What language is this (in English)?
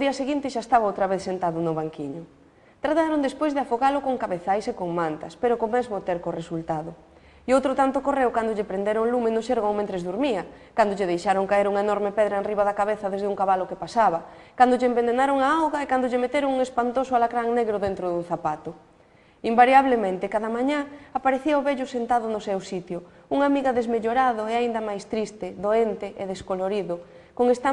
Galician